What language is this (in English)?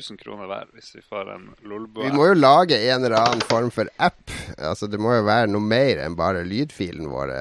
Norwegian